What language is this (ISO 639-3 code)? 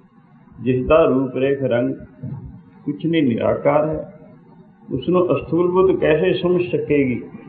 pan